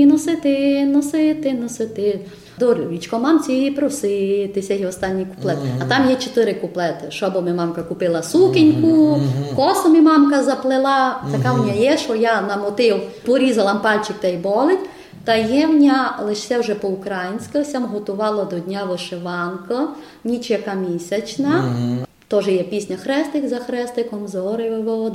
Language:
Ukrainian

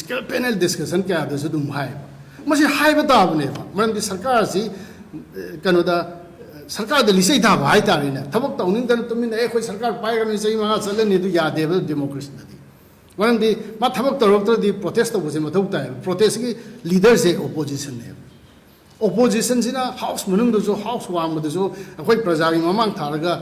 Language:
Manipuri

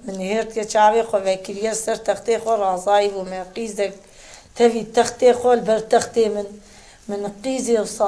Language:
Kurdish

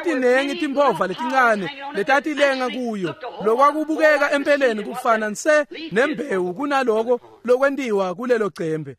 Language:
Swati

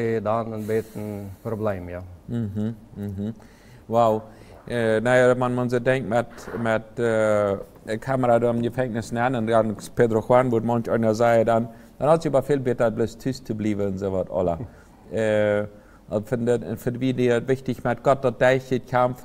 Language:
Plautdietsch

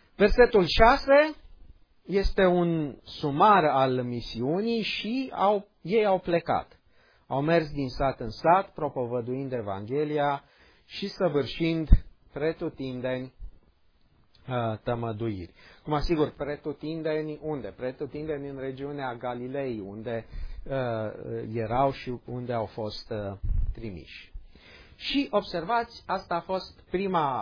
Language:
Romanian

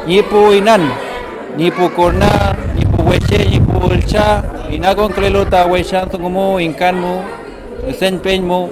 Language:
Mapuche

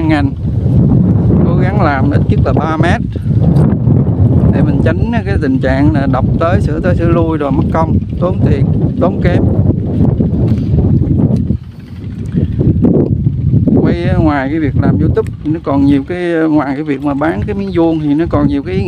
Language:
Vietnamese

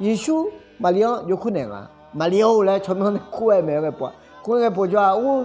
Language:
Akha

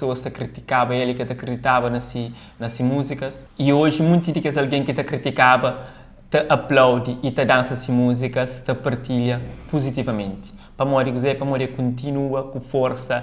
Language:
Kabuverdianu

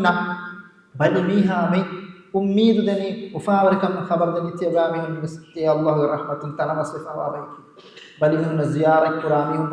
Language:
Divehi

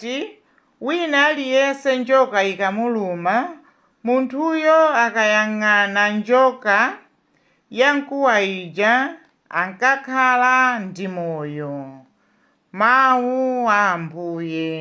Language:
Nyanja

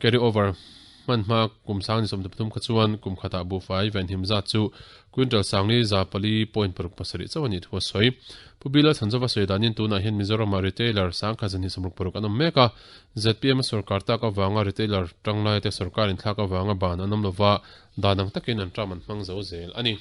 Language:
Mizo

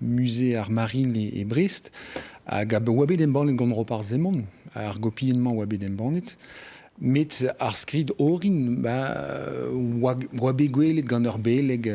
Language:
Breton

